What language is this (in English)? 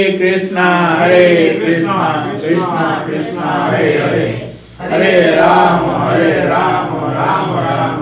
Odia